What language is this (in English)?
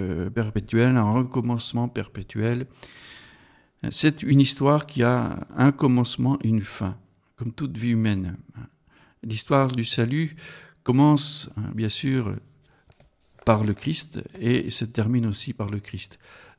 French